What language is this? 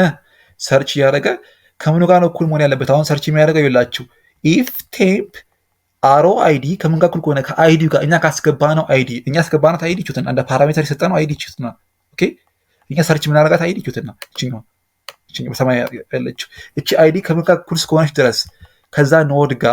Amharic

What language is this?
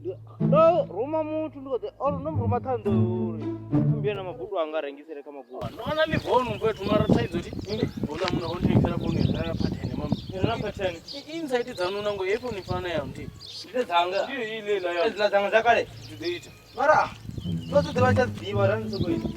Venda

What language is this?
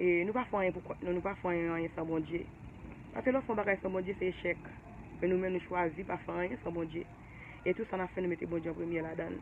Haitian Creole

